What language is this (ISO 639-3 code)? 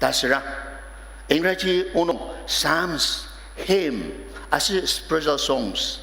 njo